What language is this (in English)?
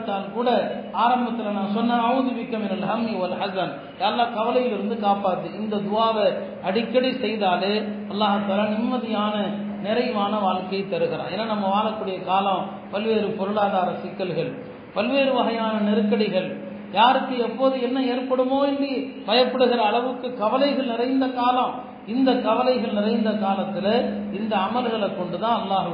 Tamil